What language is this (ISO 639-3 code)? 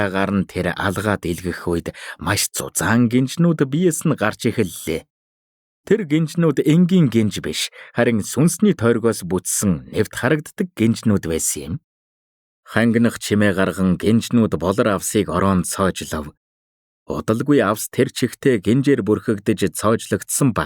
mon